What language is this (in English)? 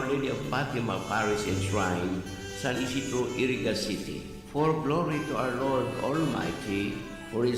Bikol